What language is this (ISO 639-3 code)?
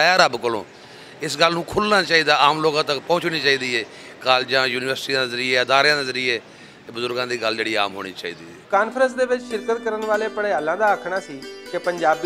lah